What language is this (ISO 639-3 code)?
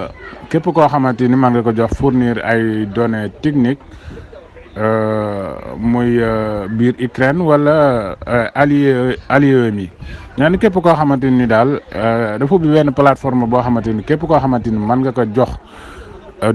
wol